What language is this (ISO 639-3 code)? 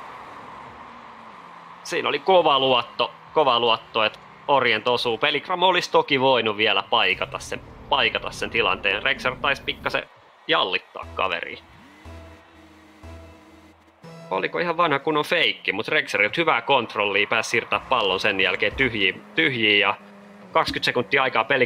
fin